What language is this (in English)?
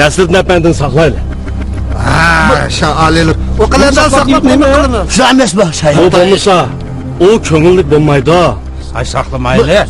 Uyghur